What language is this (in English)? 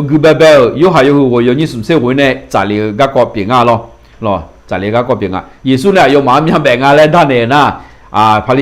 Akha